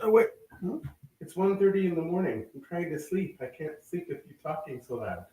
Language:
Nuer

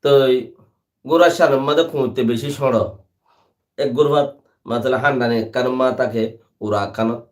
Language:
Rohingya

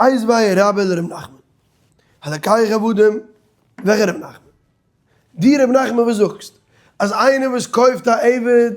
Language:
Yiddish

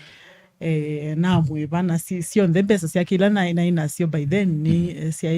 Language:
Kamba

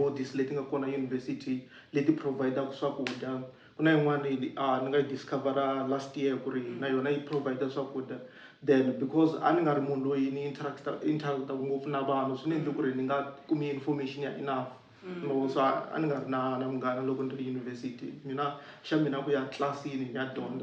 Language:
Tsonga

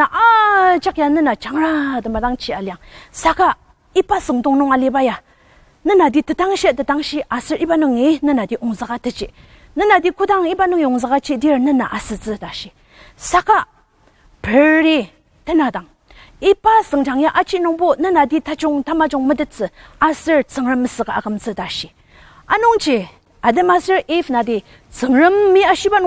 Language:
Ao Naga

